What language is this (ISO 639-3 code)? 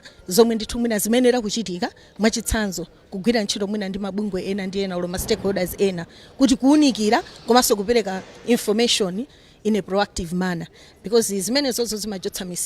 nya